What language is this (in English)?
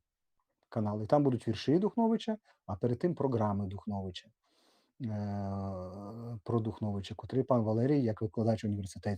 Rusyn